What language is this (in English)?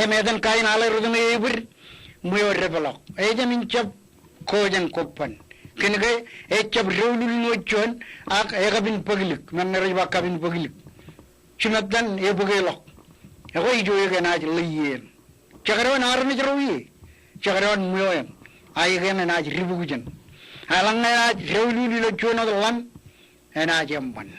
Marshallese